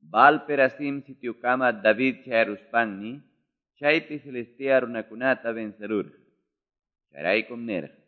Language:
Quechua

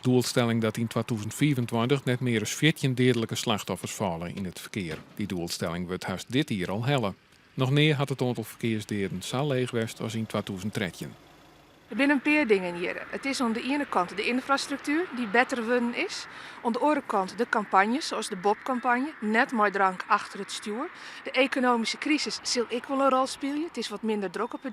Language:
Western Frisian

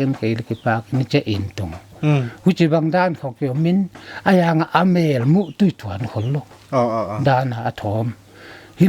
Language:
Paite Chin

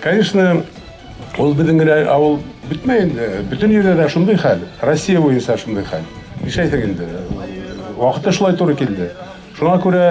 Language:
Bashkir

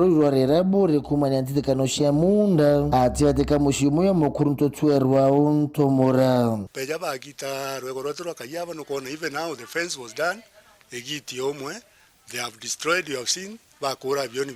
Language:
Meru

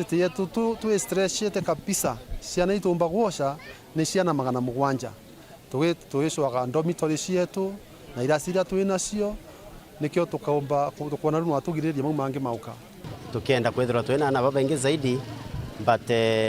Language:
Meru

